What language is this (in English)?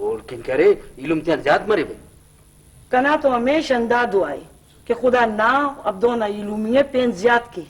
Brahui